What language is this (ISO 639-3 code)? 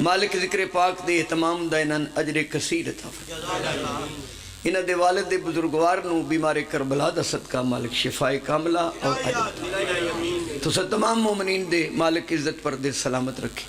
phr